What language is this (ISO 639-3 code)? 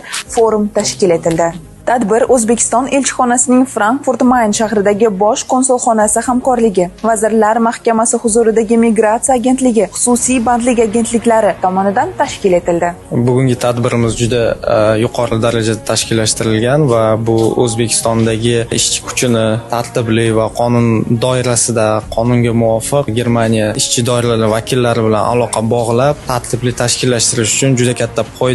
uzb